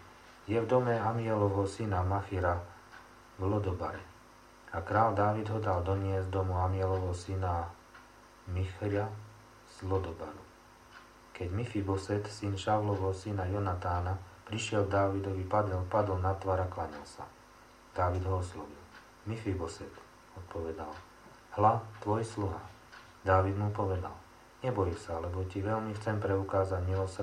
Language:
Slovak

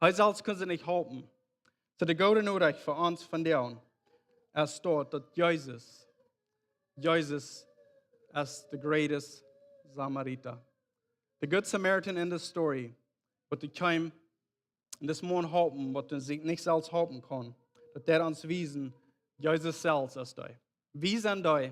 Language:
Plautdietsch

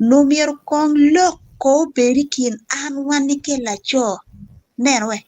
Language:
Acoli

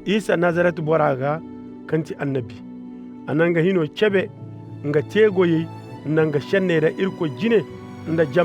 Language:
Koyraboro Senni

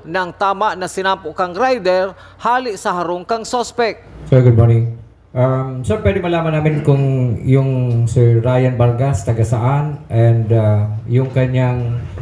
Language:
Bikol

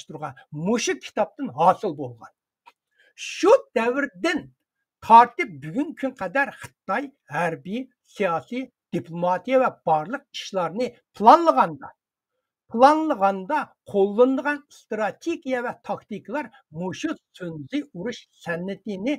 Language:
Uyghur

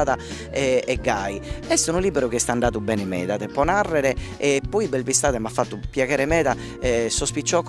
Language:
Sardinian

